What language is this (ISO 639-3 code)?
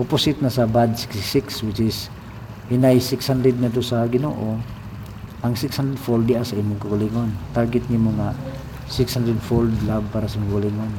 ceb